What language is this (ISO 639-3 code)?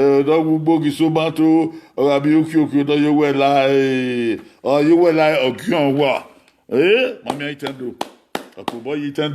bin